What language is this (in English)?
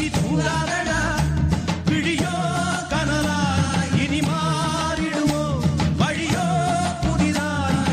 Tamil